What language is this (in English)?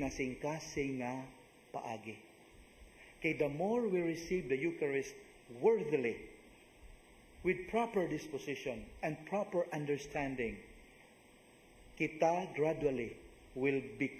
Cebuano